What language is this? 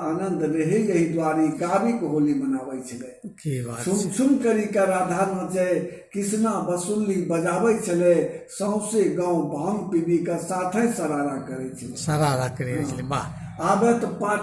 Angika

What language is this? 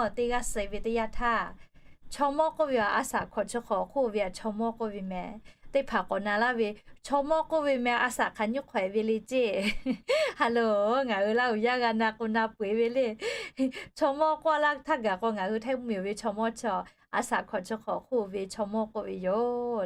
Lahu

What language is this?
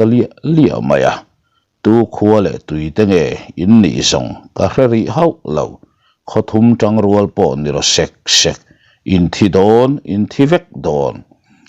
Mizo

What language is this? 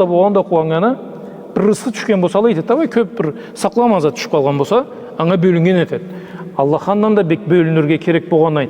Karachay-Balkar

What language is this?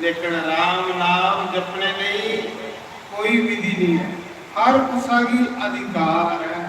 Dogri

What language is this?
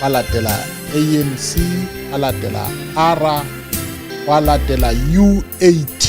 Southern Sotho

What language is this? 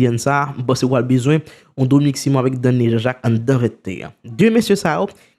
Haitian Creole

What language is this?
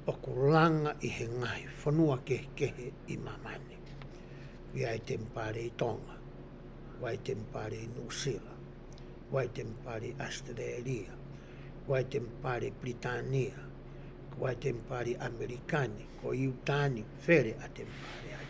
Tongan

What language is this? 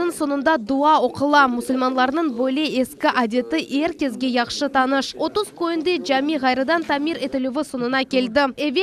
Crimean Tatar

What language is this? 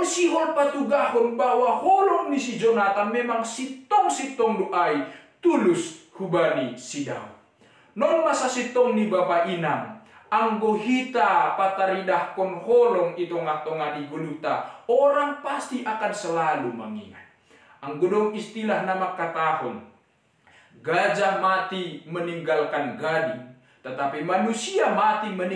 Batak Simalungun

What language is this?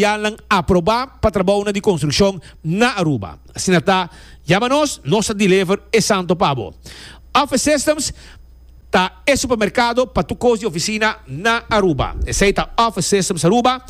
Papiamento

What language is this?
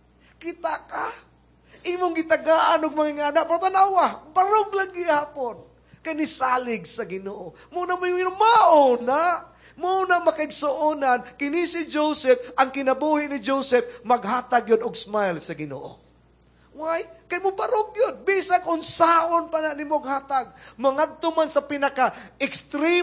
Cebuano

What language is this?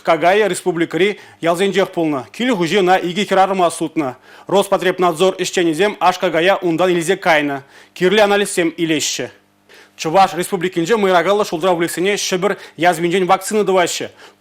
Chuvash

